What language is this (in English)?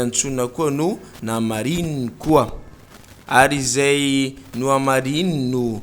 Malagasy